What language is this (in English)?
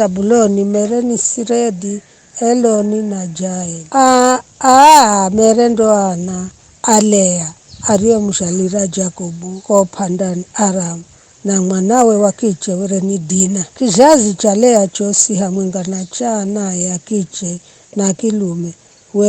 Giryama